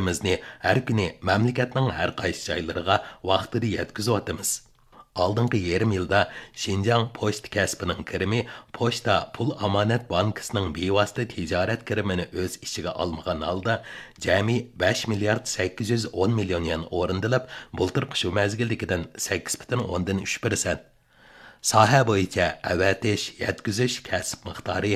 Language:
Uyghur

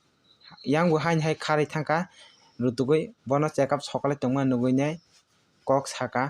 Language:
Kok Borok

